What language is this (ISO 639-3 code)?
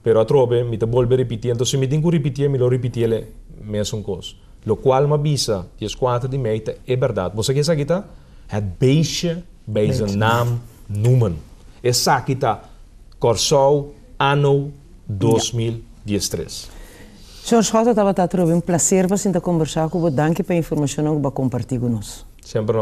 pap